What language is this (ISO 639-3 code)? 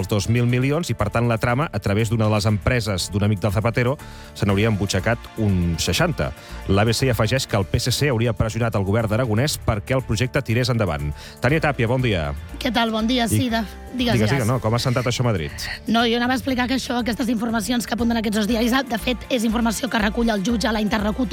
cat